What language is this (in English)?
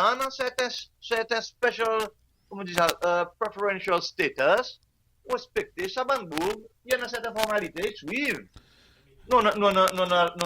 Seselwa Creole French